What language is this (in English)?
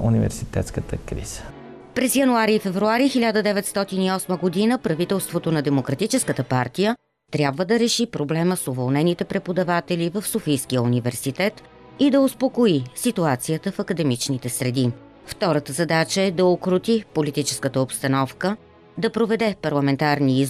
Bulgarian